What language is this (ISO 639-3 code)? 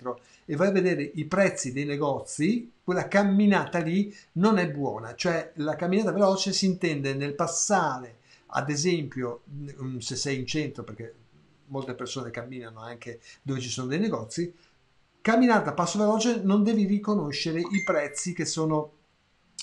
ita